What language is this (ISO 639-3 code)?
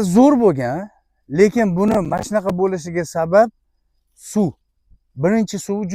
uzb